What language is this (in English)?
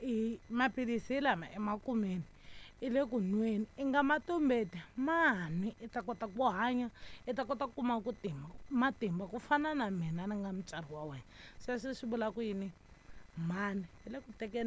Tsonga